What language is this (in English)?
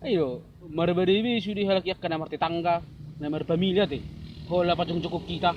Batak Toba